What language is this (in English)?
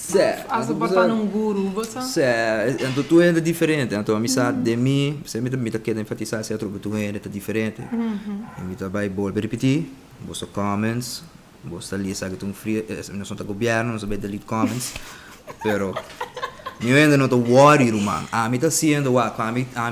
Papiamento